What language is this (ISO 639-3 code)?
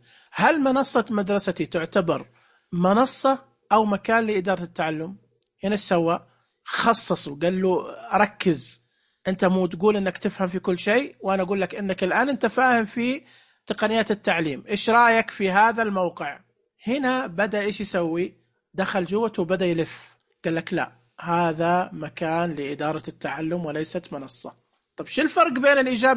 ars